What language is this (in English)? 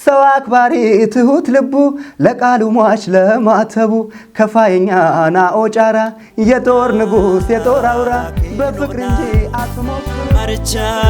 Kafa